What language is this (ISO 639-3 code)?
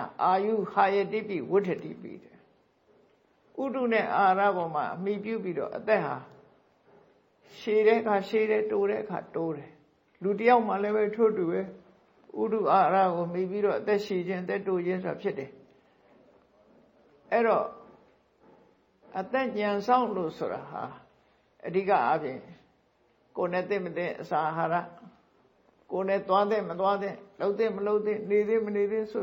mya